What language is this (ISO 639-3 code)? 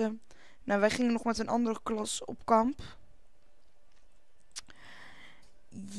nld